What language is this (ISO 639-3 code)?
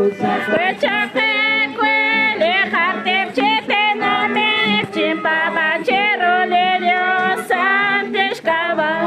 kek